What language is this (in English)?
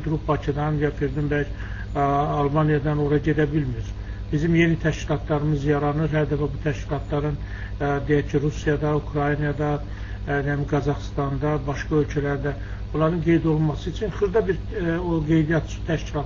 Azerbaijani